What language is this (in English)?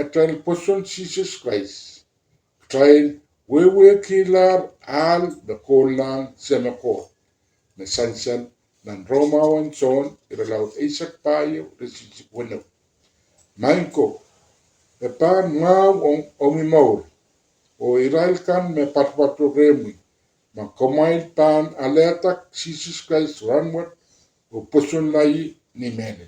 Pohnpeian